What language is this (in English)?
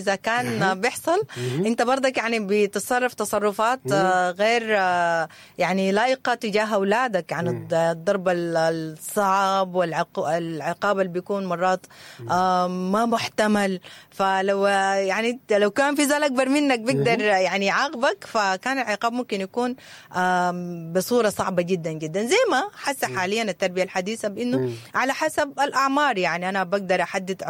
Sudanese Arabic